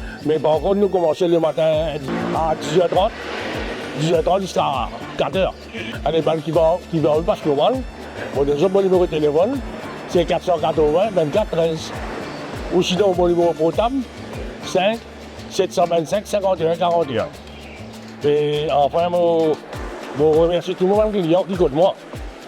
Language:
Morisyen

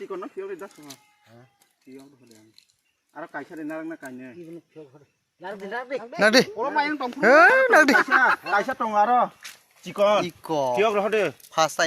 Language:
Kok Borok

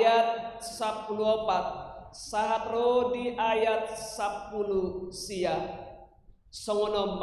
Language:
Batak Toba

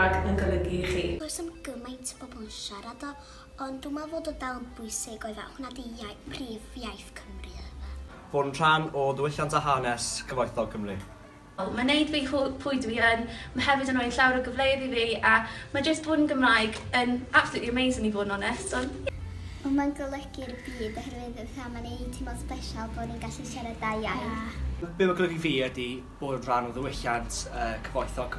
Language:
Welsh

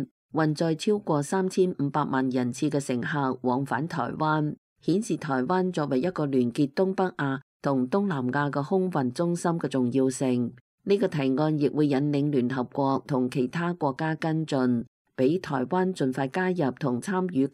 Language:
Cantonese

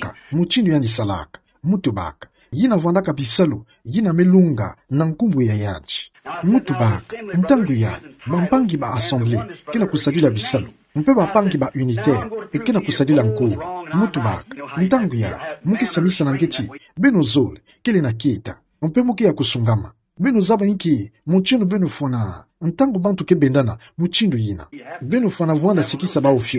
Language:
Kituba (Democratic Republic of Congo)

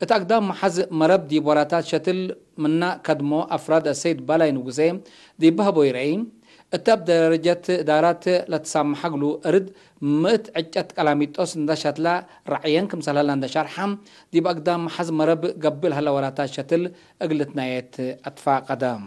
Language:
Tigre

